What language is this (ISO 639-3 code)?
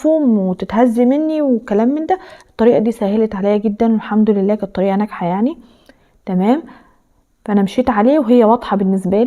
arz